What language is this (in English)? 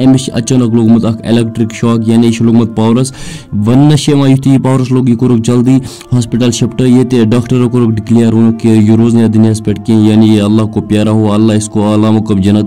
Kashmiri